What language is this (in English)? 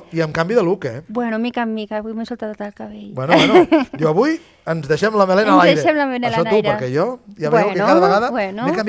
Catalan